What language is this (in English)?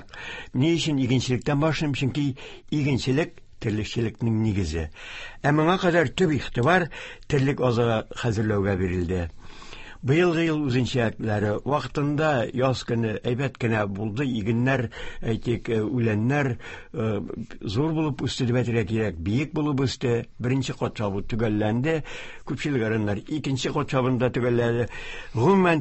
Tatar